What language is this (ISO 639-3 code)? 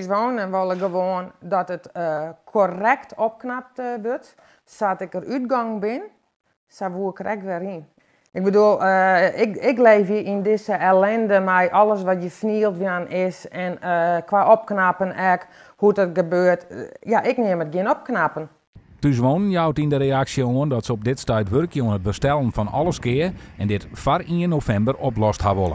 fry